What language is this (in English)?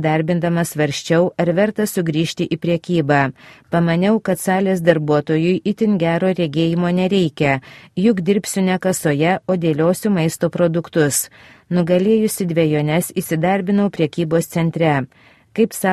Lithuanian